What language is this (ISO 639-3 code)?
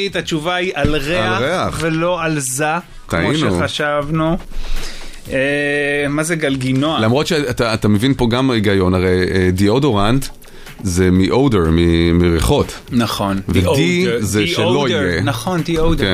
heb